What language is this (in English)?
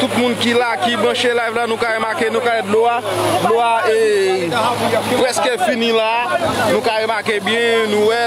Haitian Creole